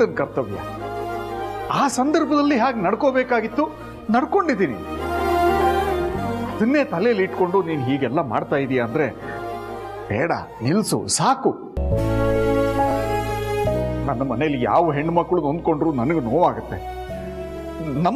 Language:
Kannada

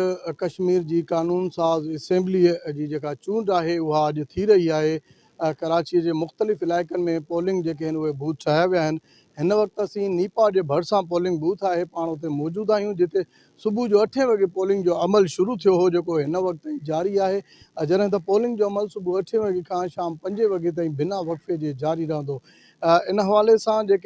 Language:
Sindhi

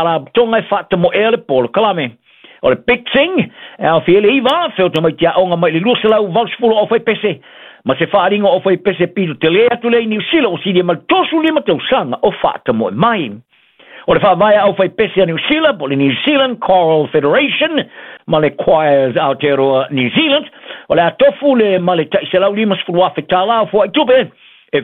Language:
Samoan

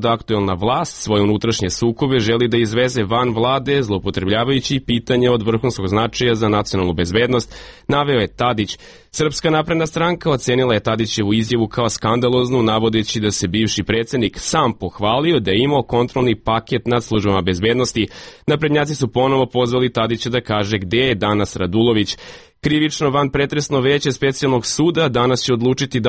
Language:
Serbian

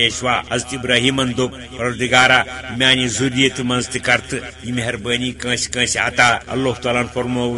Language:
Kashmiri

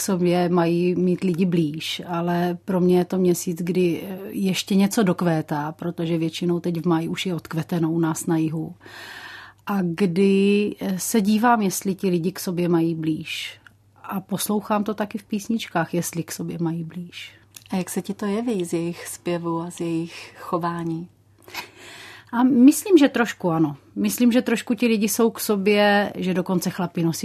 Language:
Czech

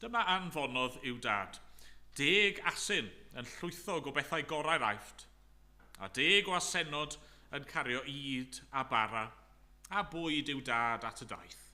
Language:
Welsh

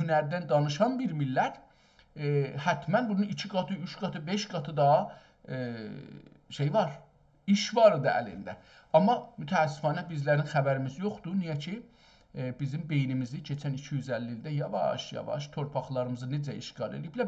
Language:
South Azerbaijani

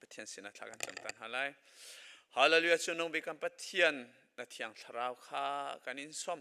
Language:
Hakha Chin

